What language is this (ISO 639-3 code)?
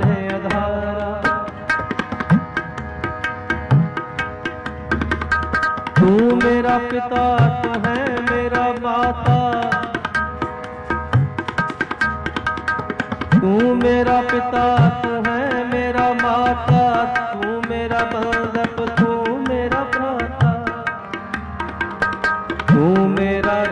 hin